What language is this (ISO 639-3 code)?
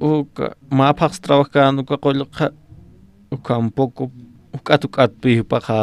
aym